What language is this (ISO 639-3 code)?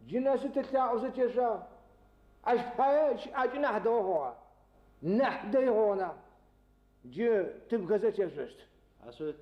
ady